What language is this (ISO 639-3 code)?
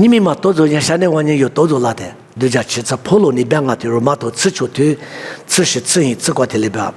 lis